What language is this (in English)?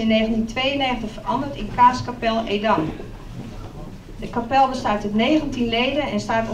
Dutch